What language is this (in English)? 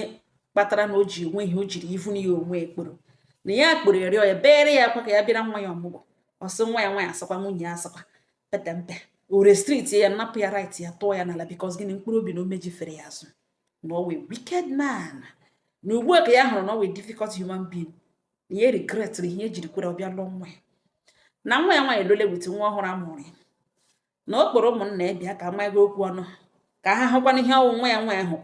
Igbo